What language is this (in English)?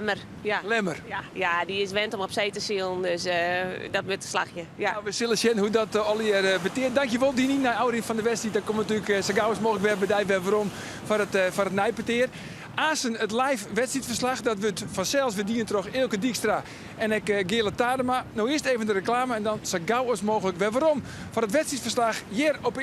Western Frisian